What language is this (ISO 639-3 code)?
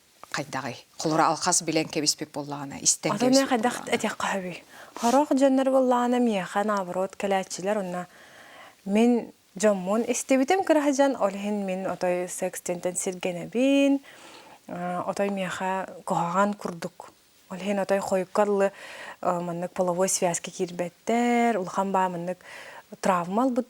sah